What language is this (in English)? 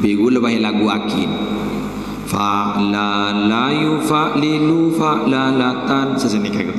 Madurese